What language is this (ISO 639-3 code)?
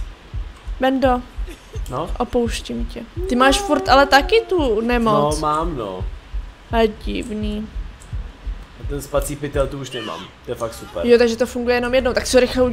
ces